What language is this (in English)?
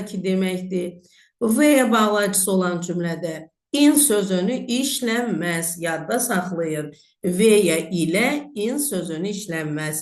Azerbaijani